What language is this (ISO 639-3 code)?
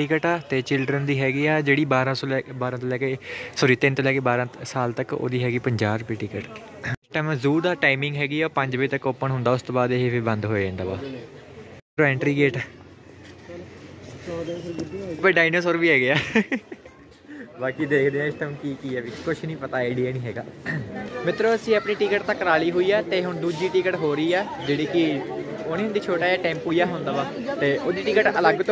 pan